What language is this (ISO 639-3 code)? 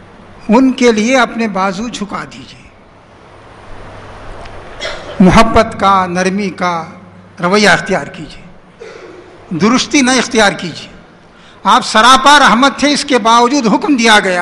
urd